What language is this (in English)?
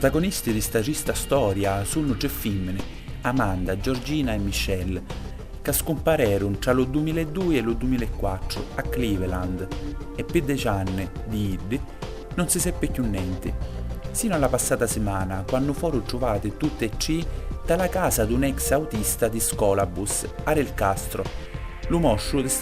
Sicilian